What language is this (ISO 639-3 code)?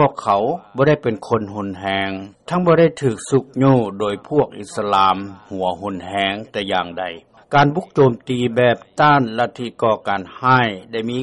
lao